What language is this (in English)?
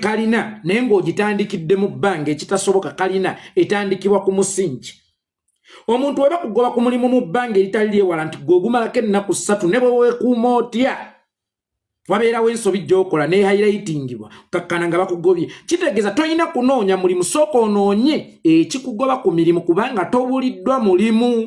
Ganda